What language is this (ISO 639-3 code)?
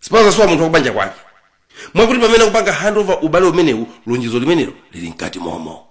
nya